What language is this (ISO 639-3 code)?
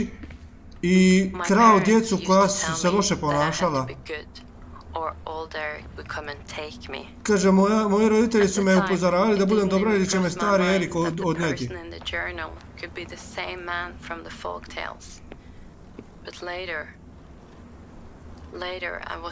hrv